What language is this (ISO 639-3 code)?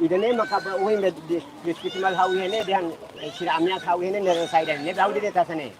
tet